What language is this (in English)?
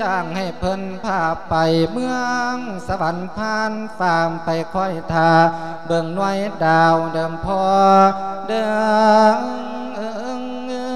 Lao